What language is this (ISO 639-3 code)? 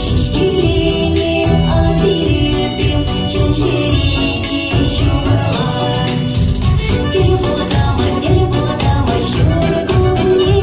chv